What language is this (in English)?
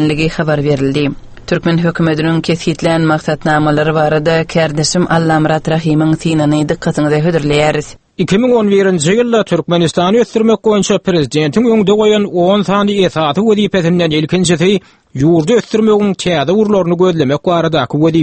Turkmen